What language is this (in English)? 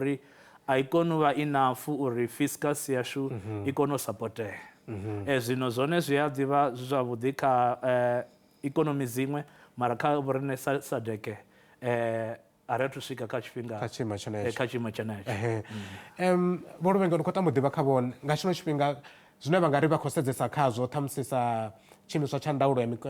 Venda